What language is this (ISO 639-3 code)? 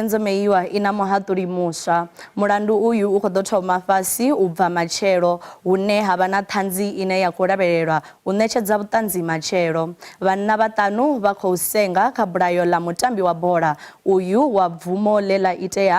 ven